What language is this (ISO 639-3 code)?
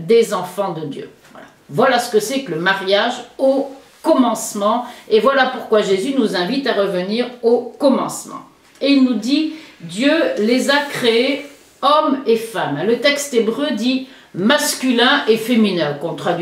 fra